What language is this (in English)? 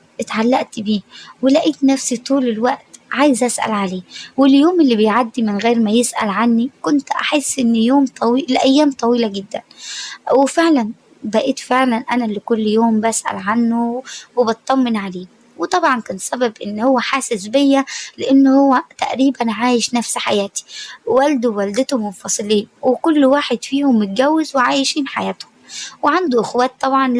Egyptian Arabic